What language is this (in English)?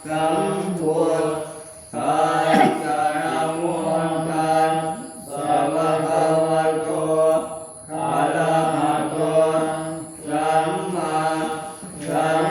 Pali